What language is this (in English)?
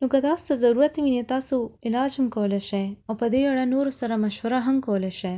Pashto